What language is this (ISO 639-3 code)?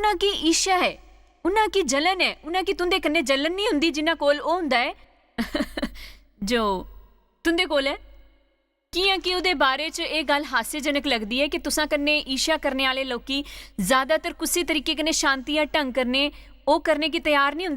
doi